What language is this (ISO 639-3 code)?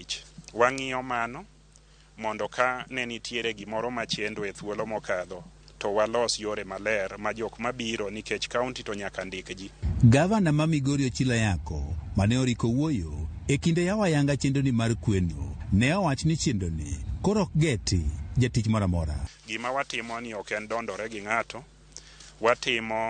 luo